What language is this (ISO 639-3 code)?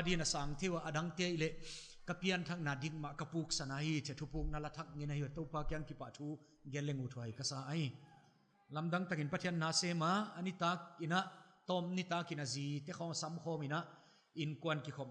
pck